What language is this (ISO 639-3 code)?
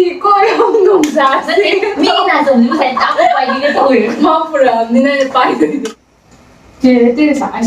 mni